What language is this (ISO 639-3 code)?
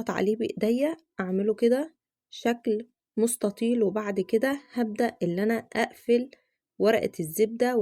arz